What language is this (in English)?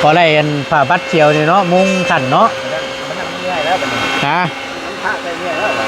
Northeastern Thai